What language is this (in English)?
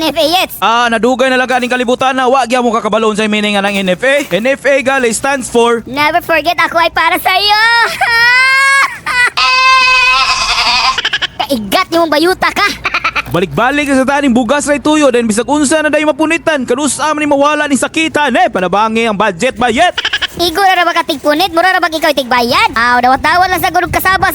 Cebuano